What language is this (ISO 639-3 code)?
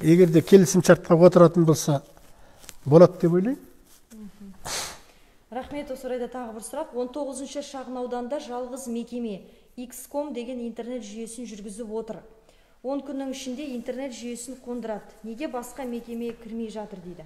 kaz